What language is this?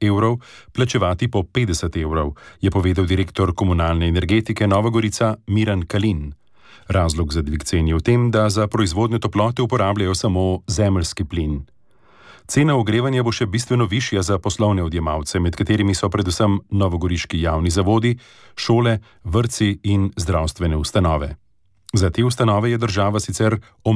Slovenian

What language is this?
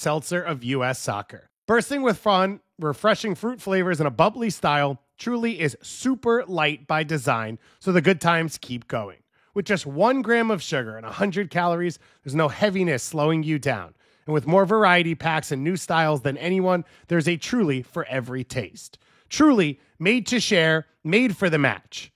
English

